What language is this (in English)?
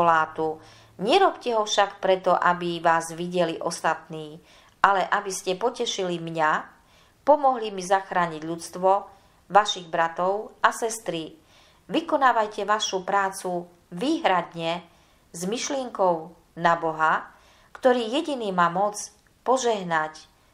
Slovak